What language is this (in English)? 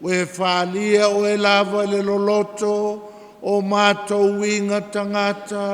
Samoan